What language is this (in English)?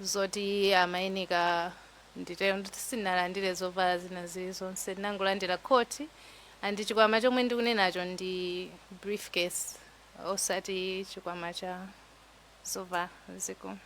Nyanja